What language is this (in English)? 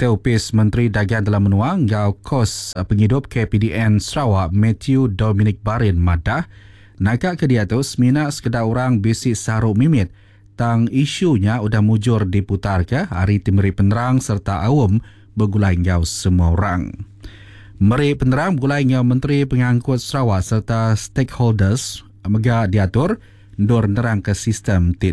Iban